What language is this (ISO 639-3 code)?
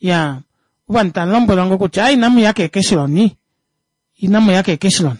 kua